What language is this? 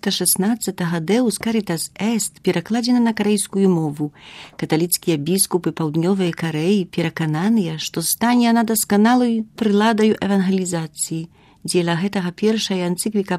Belarusian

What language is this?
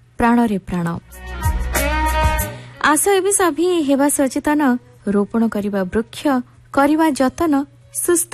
Odia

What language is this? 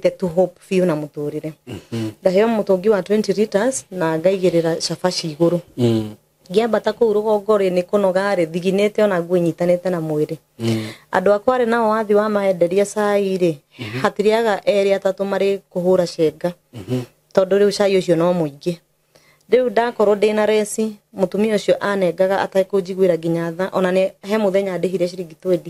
Kikuyu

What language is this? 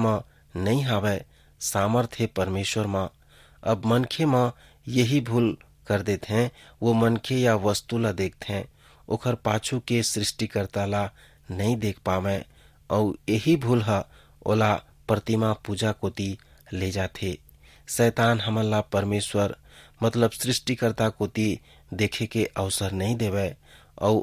Chhattisgarhi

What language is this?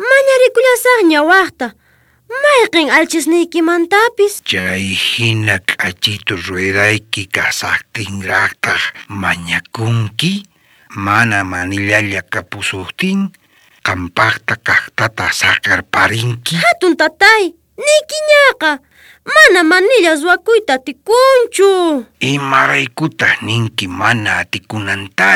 South Bolivian Quechua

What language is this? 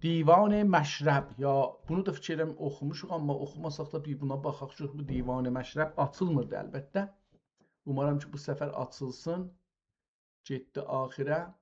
South Azerbaijani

